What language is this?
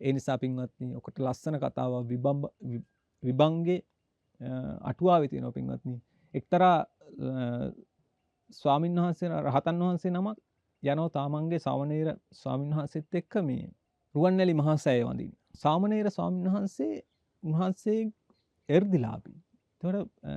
Sinhala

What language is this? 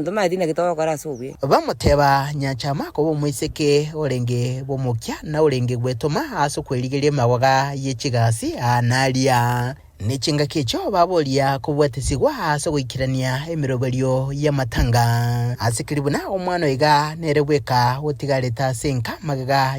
Gusii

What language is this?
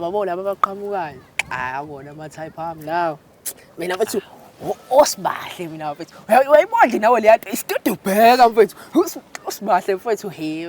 Zulu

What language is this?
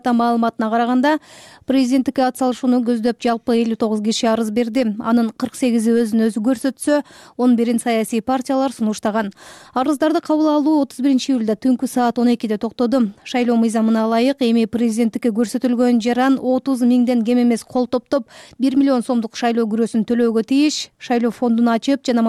Kyrgyz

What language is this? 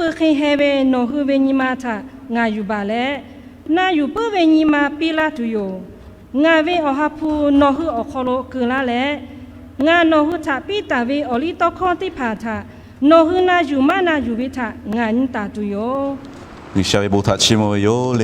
Lahu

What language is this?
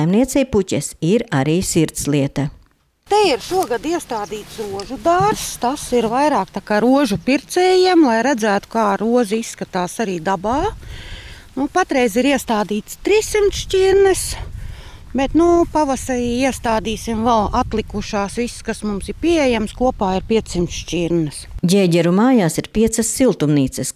Latvian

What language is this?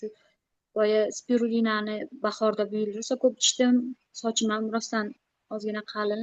Uzbek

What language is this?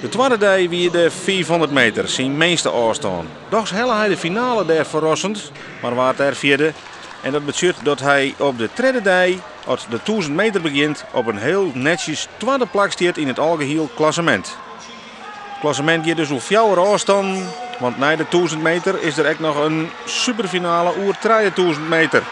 Western Frisian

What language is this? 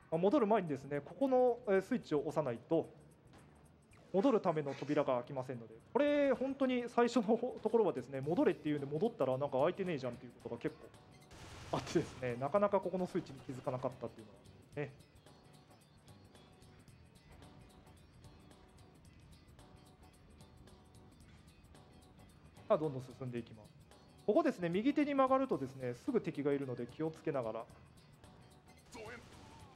Japanese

